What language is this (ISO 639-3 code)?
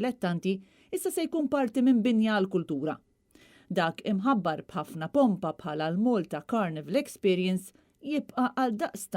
mlt